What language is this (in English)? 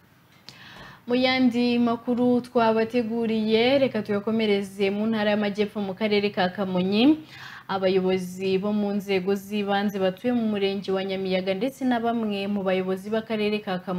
Kinyarwanda